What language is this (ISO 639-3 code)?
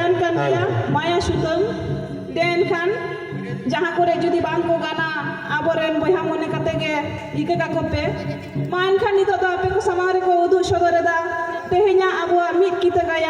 sat